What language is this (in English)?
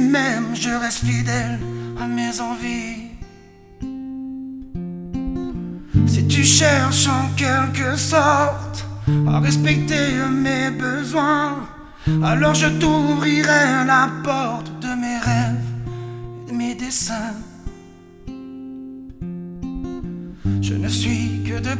French